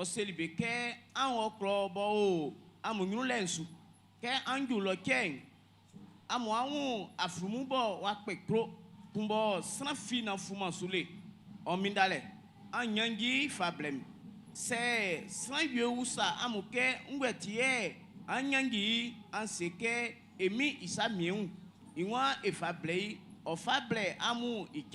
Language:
Baoulé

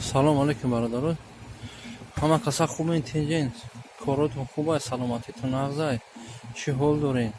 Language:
Tajik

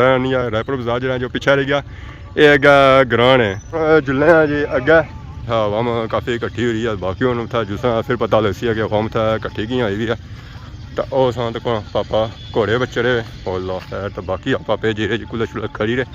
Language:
Pahari-Potwari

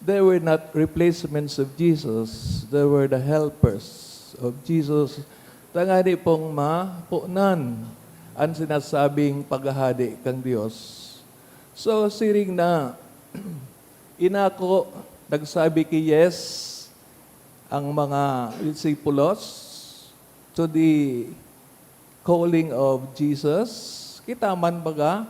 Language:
Bikol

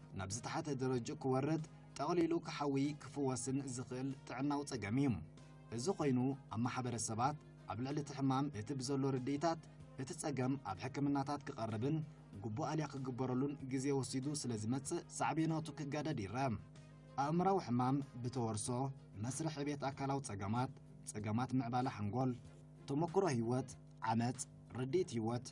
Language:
Tigrinya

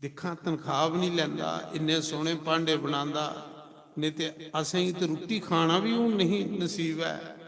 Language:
Dogri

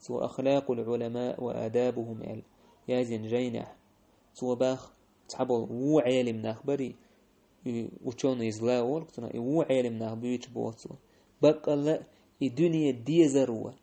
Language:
Chechen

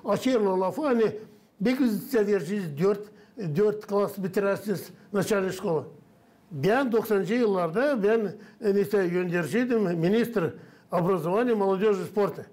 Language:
Gagauz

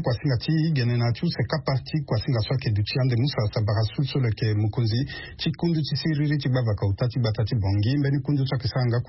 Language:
Sango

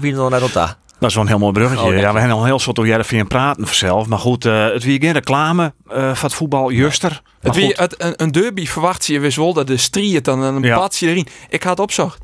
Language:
Western Frisian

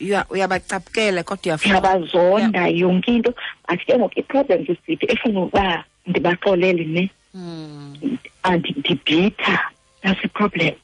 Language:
Xhosa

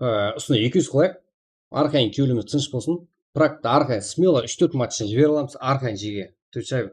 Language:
Kara-Kalpak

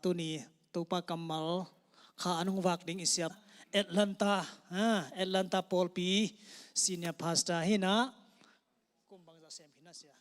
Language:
Tedim Chin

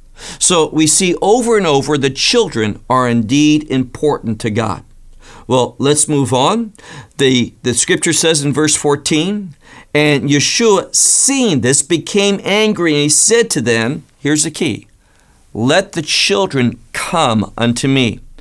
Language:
English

